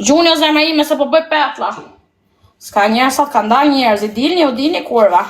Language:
Albanian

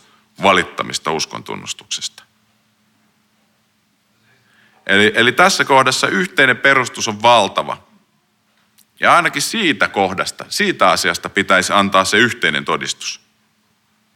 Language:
Finnish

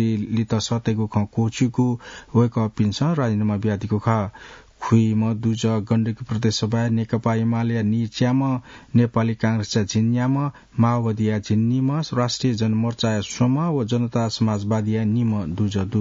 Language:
Newari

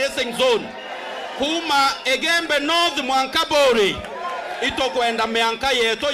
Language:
Meru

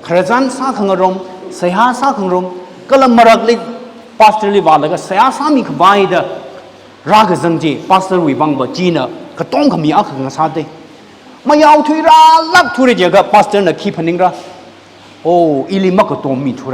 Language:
Tangkhul Naga (India)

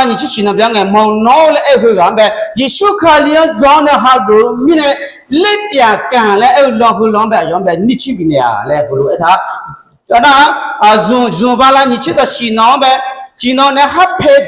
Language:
Akha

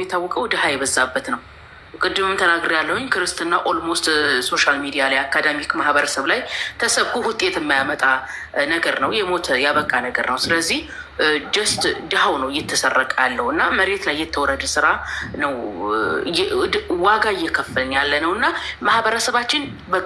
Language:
Amharic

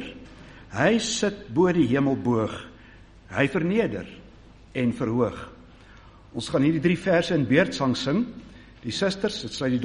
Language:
Afrikaans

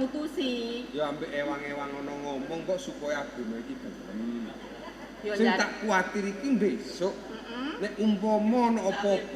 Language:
Javanese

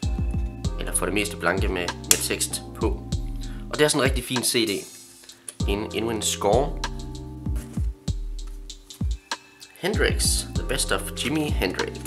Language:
Danish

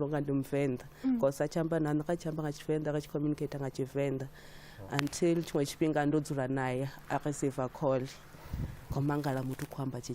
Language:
Venda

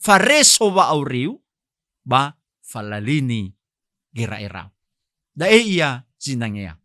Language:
Nias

